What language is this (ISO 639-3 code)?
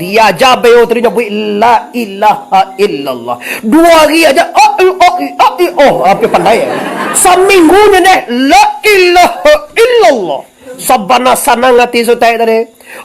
min